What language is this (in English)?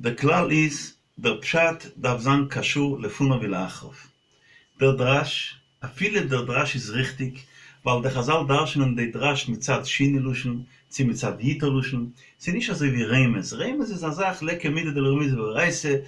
Yiddish